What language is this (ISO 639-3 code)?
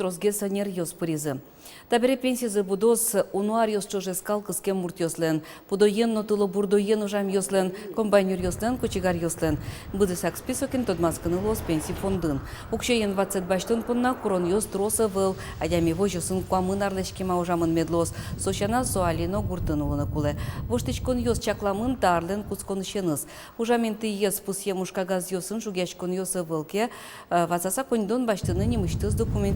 udm